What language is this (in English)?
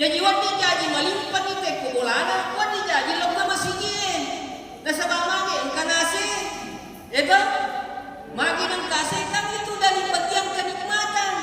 Buginese